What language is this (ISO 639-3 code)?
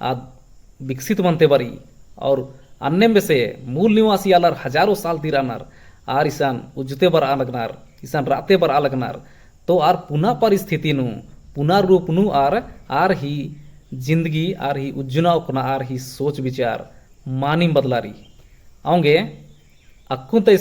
kru